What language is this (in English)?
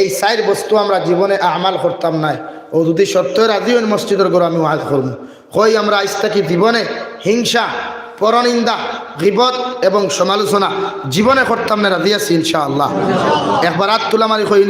Sylheti